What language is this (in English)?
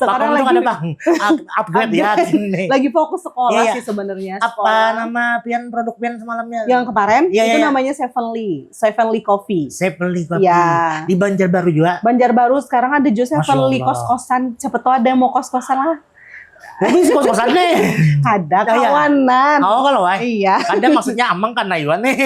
Banjar